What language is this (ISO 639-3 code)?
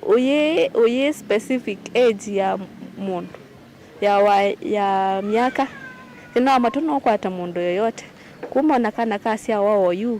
kam